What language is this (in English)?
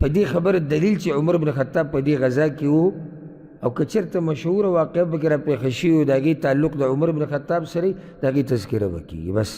Pashto